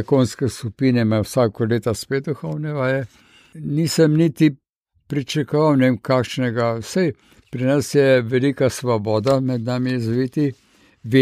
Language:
Slovenian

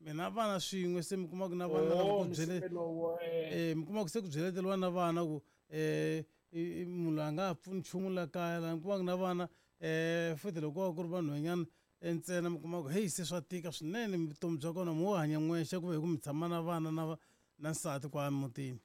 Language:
Tsonga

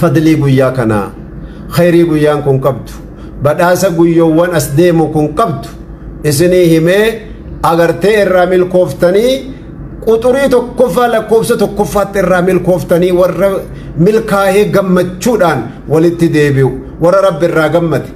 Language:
Oromo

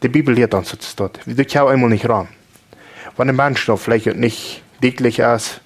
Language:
Plautdietsch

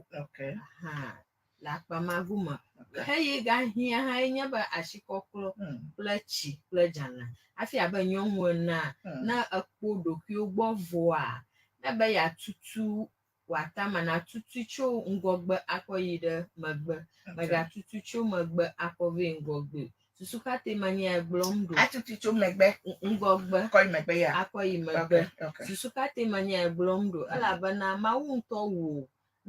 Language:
Ewe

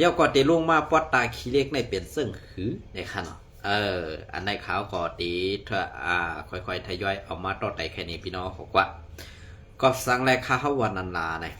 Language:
Shan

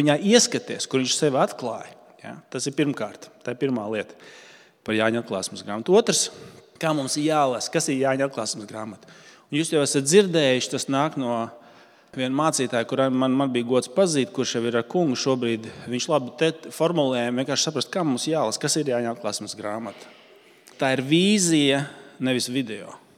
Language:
Latvian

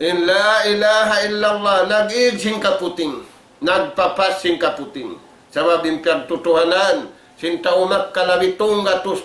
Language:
Tausug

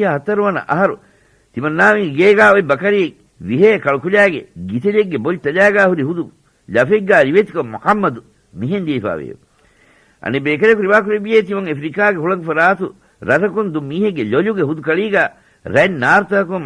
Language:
Divehi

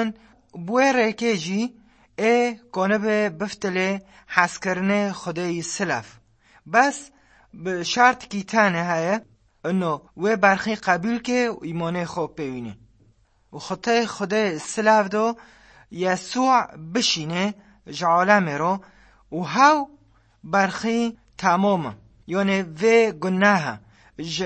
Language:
Kurdish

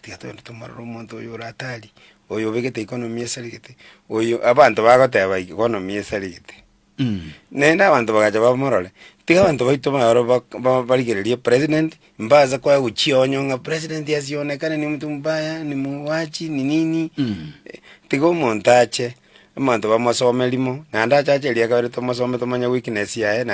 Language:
Gusii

